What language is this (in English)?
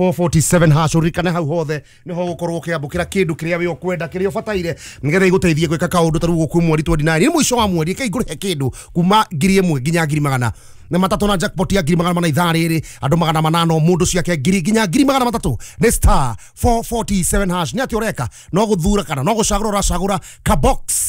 Kikuyu